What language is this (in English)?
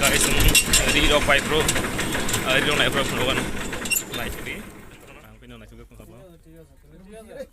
Kok Borok